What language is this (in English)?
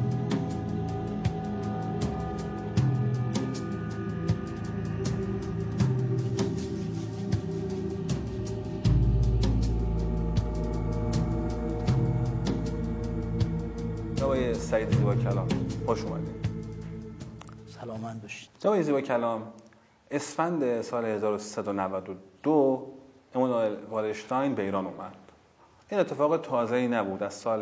Persian